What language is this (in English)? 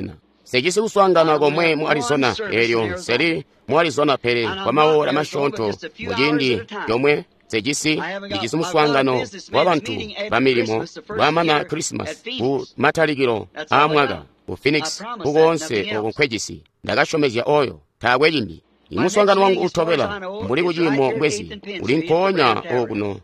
Tonga (Zambia)